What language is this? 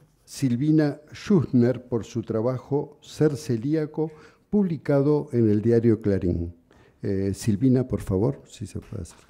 Spanish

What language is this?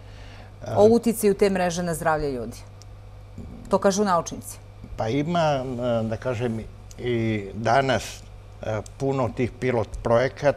Serbian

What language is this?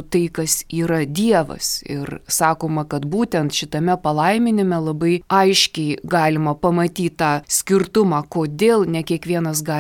Lithuanian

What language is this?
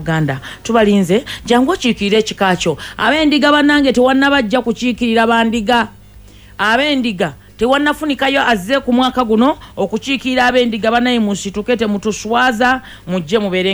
Ganda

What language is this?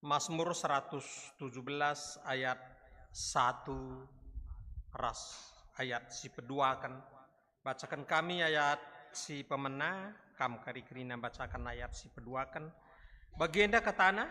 Batak Karo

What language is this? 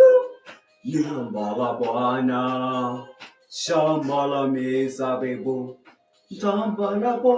Masai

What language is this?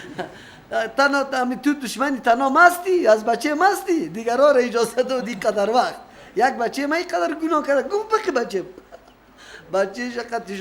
Persian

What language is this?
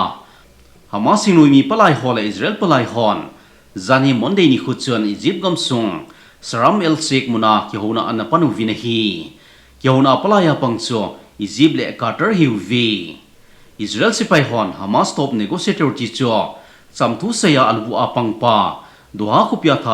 Thado Chin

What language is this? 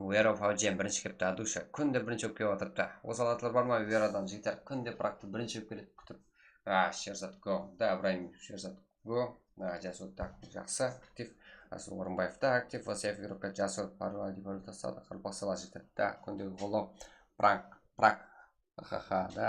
Kara-Kalpak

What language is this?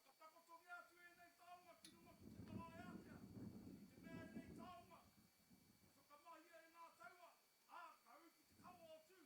Māori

